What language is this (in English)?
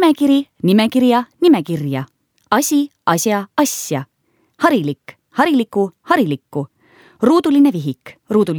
Estonian